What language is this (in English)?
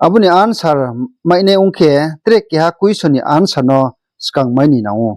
Riang (India)